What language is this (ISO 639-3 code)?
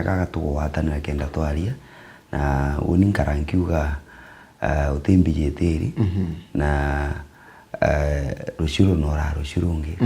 mer